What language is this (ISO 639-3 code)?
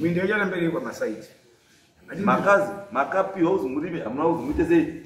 sna